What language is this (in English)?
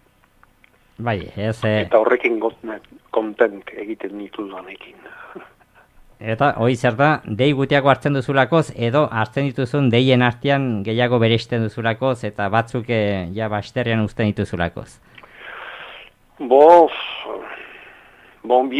Basque